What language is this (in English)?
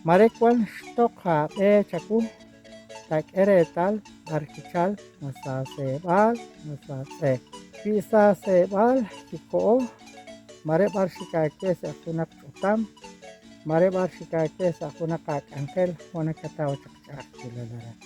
Kekchí